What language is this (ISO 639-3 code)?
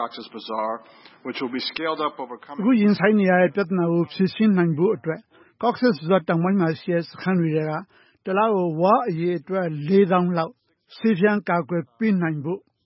mya